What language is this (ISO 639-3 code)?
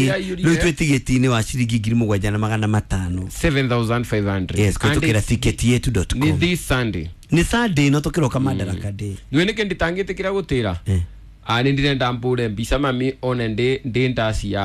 kik